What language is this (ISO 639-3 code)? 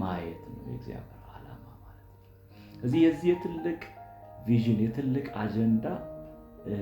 amh